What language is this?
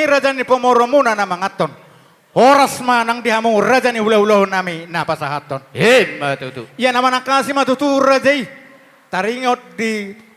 Batak Toba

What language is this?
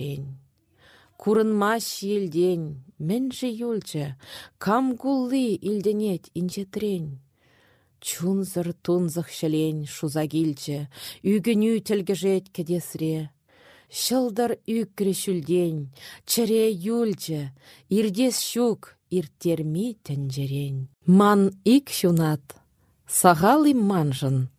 Chuvash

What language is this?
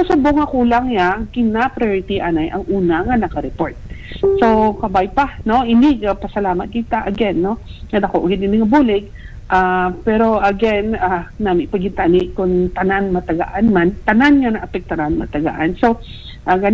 Hiligaynon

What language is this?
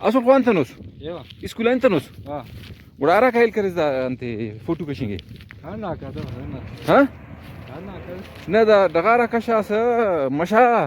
Brahui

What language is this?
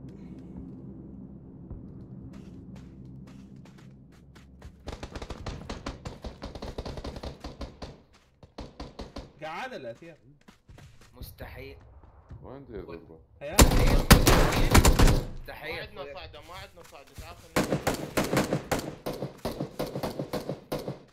Arabic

